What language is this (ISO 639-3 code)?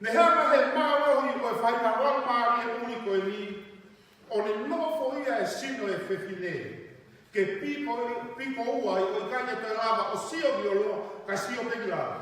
ton